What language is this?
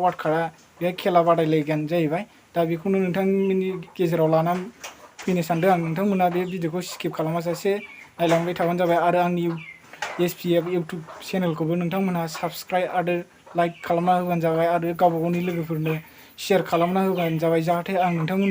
Bodo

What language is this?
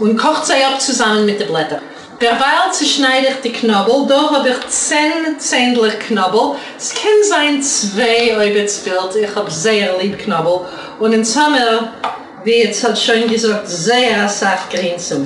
Yiddish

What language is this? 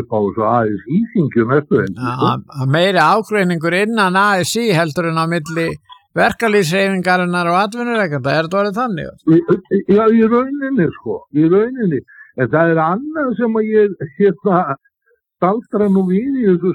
Icelandic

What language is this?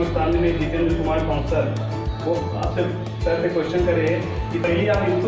Chhattisgarhi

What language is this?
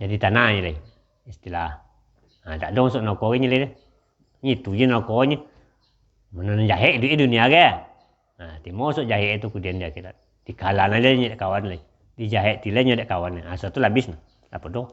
Minangkabau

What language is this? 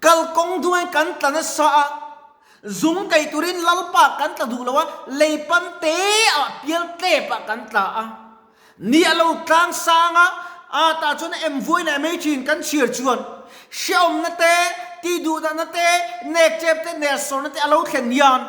Mizo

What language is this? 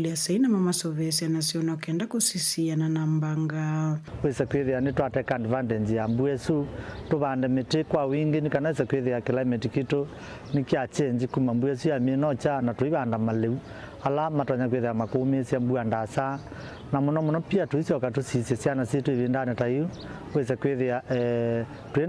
Kamba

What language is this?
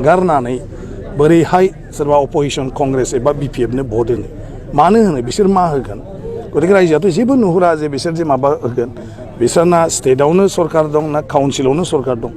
Bodo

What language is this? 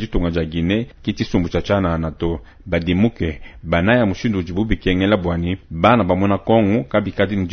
Luba-Lulua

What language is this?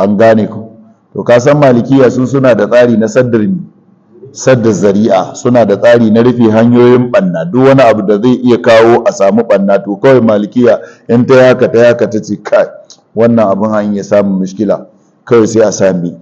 Hausa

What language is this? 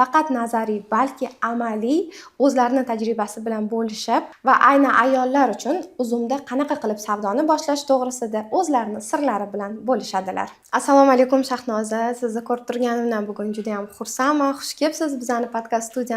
Uzbek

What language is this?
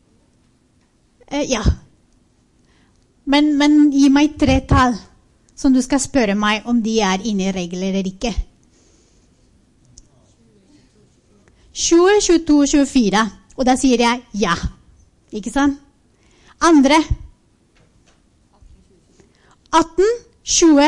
Norwegian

